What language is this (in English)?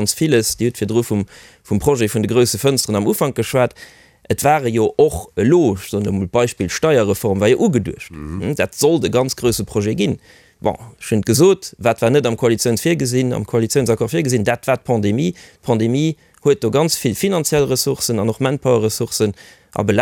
Luxembourgish